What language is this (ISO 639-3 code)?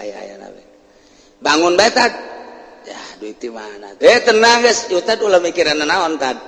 sun